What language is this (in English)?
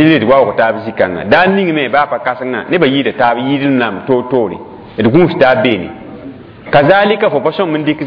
Mossi